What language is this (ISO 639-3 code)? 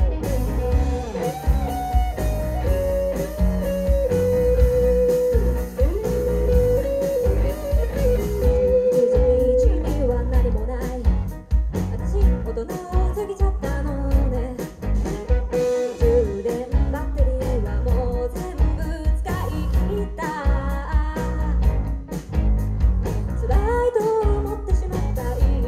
jpn